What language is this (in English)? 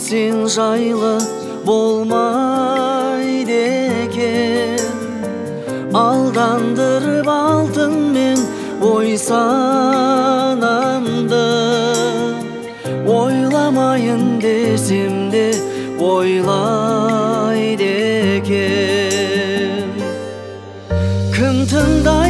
Kazakh